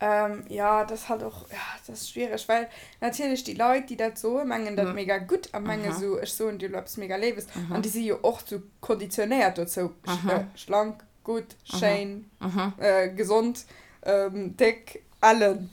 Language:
Luxembourgish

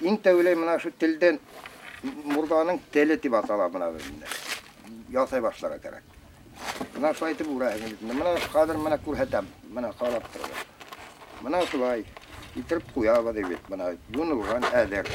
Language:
Bashkir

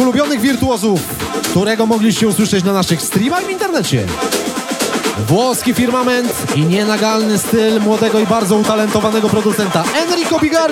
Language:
Polish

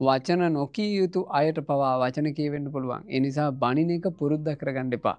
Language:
Sinhala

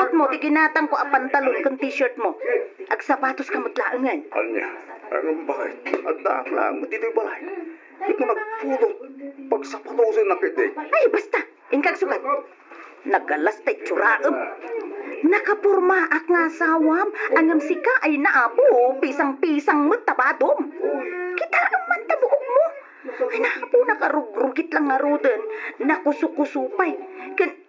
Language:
Iloko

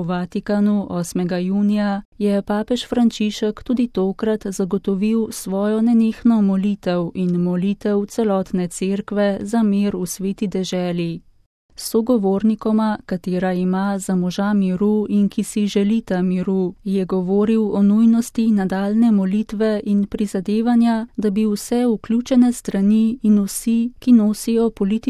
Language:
Slovenian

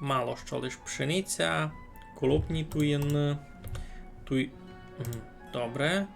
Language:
Rusyn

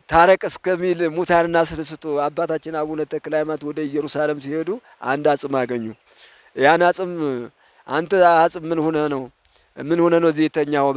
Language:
Amharic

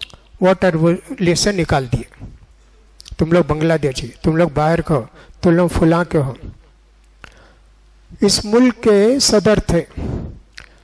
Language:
Urdu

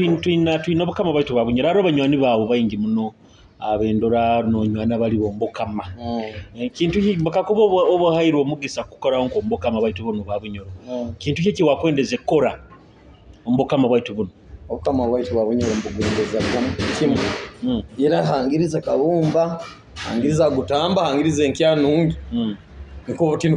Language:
Nyoro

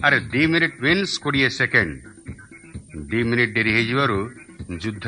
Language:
Odia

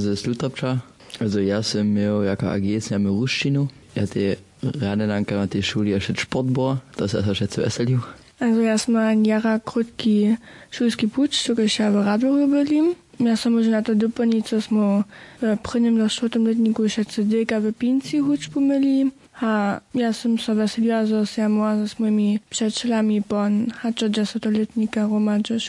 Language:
Upper Sorbian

